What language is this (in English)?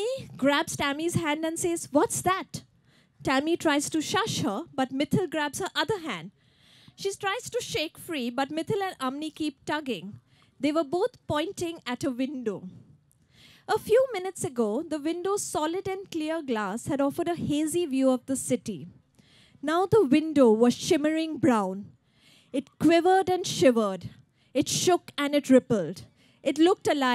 English